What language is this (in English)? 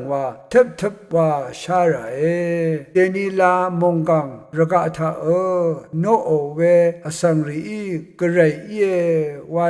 Rawang